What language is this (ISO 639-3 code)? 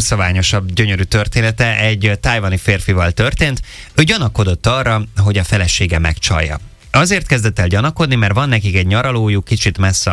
hun